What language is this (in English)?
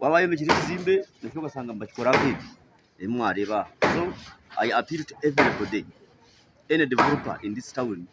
Nyankole